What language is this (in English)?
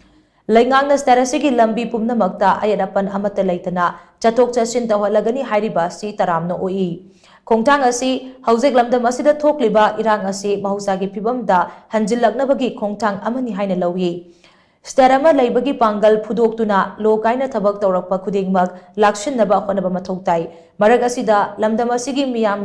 Manipuri